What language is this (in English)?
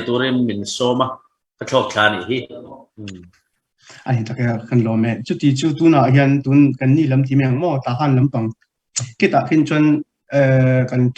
Hakha Chin